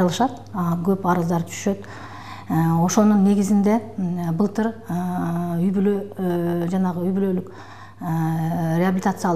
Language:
Kyrgyz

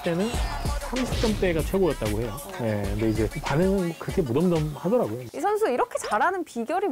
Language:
Korean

